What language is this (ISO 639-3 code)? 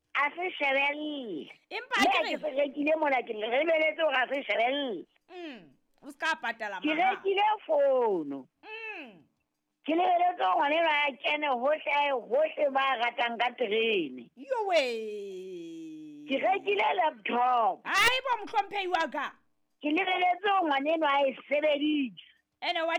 sot